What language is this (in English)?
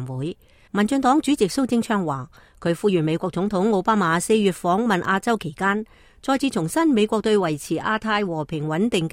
Cantonese